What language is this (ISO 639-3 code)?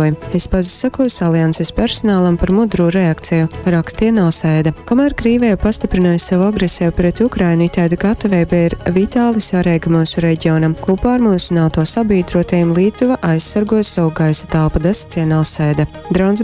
ltg